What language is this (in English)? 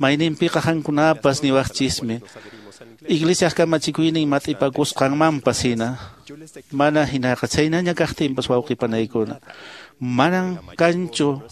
Quechua